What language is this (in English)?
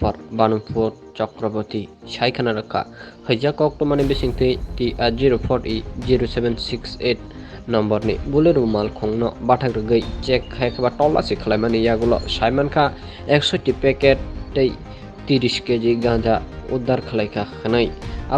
Kok Borok